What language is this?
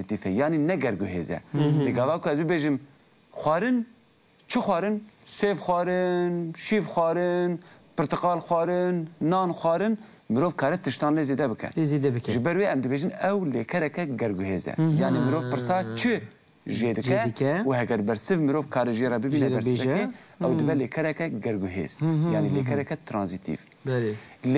Kurdish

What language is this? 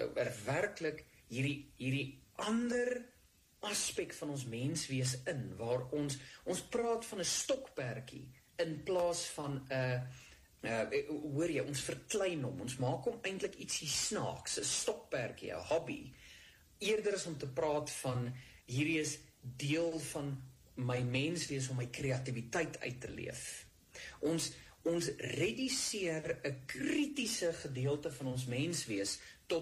Afrikaans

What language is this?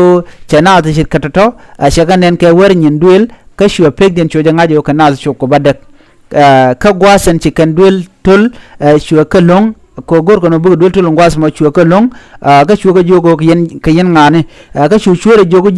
Nuer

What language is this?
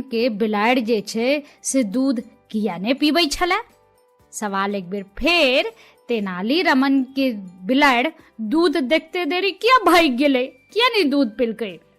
Maithili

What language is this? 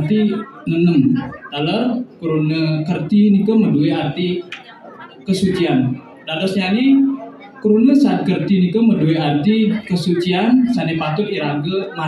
Balinese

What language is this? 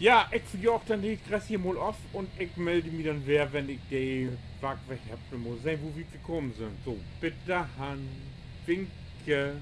Low German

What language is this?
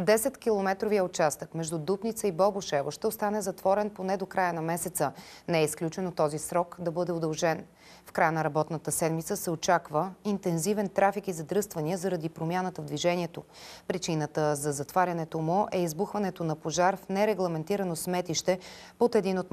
Bulgarian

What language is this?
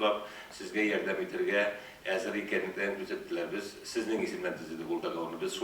Tatar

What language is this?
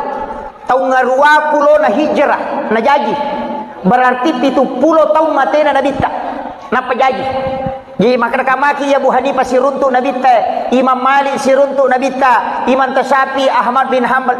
Buginese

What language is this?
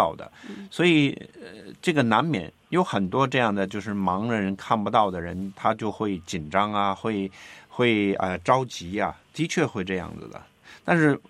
Chinese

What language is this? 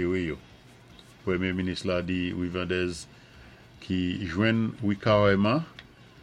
Saint Lucian Creole French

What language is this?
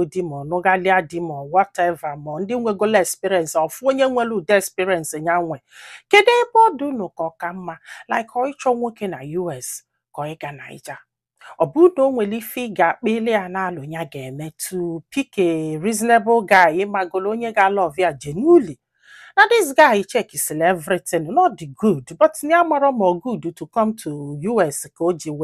Igbo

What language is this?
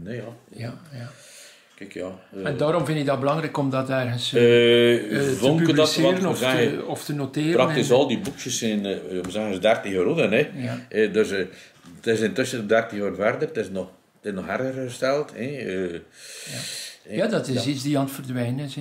Dutch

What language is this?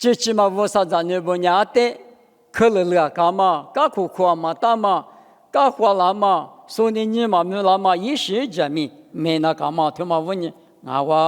Lisu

